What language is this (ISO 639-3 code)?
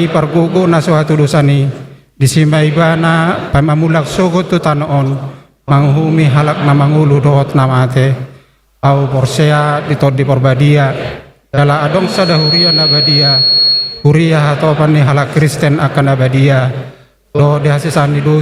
bbc